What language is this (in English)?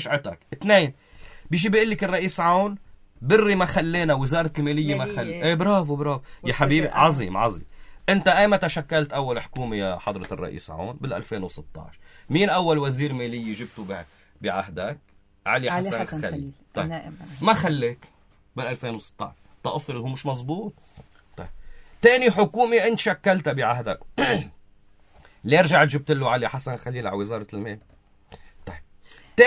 North Levantine Arabic